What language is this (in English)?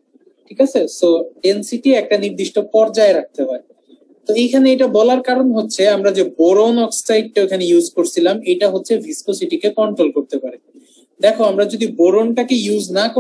Bangla